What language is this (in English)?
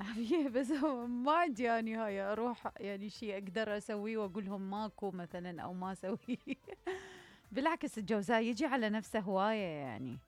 Mesopotamian Arabic